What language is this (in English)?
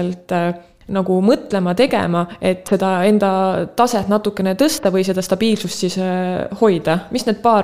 Estonian